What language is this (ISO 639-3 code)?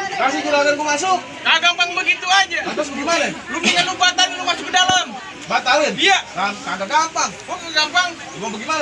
bew